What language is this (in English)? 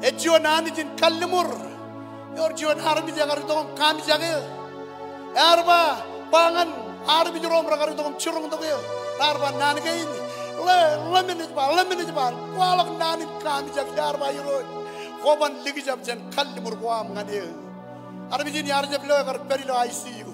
Marshallese